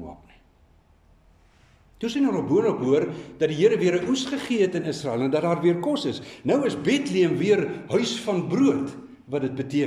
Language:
Afrikaans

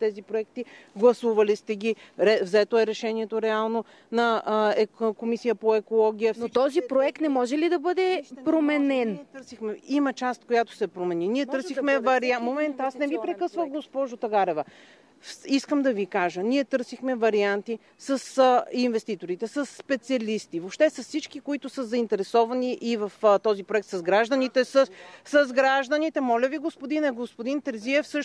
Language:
Bulgarian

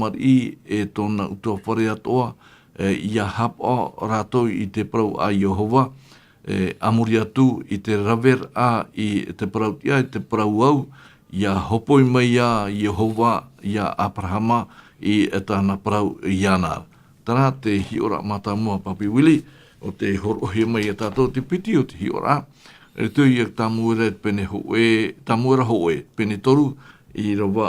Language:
Tahitian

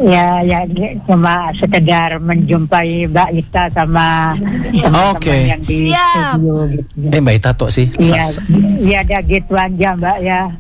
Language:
Indonesian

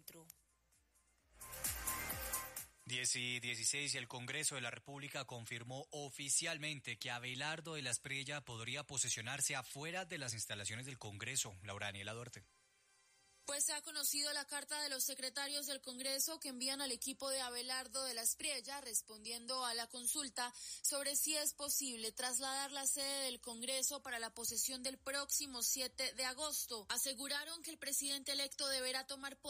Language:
Spanish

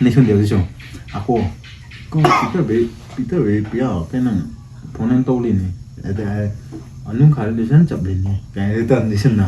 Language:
Manipuri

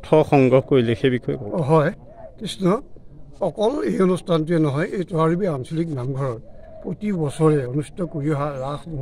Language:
Assamese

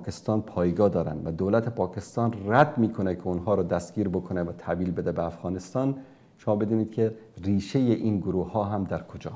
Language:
Persian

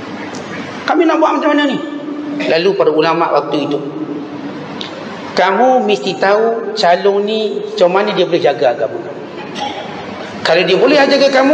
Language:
Malay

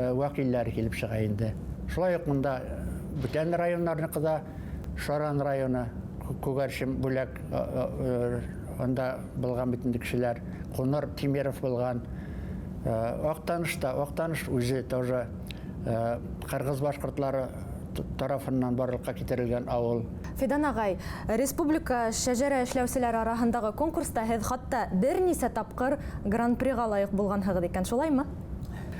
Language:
Bashkir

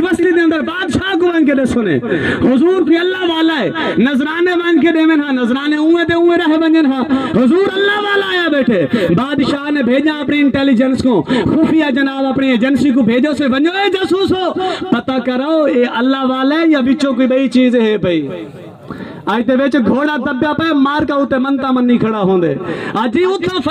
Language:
Saraiki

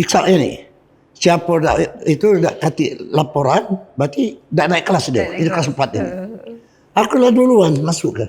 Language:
Musi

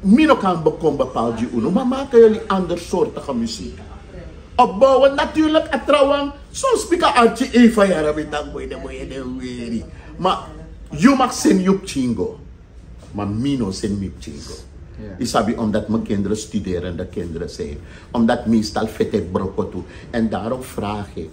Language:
Sranan Tongo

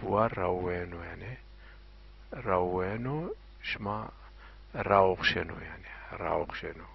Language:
Zaza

